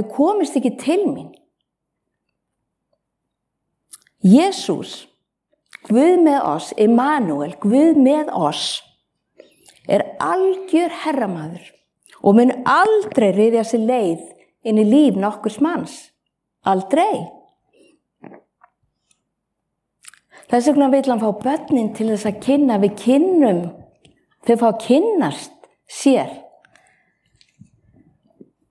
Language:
Icelandic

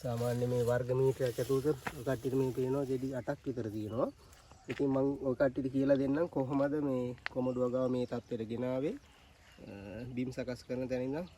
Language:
Sinhala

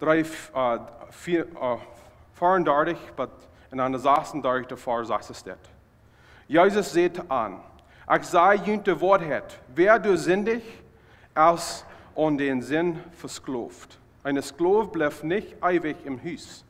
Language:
Plautdietsch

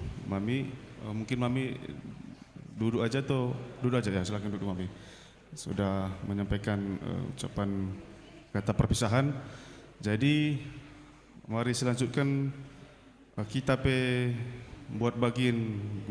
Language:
Batak Karo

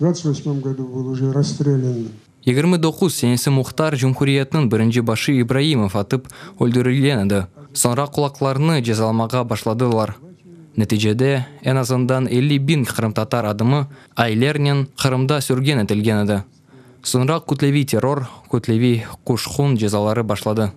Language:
Crimean Tatar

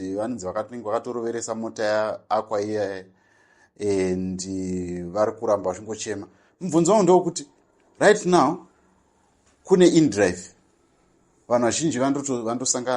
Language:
Shona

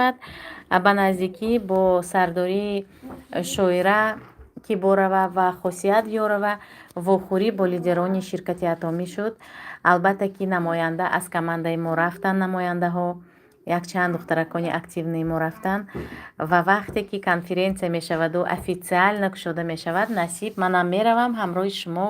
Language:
Tajik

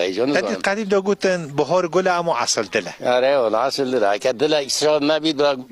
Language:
Kurdish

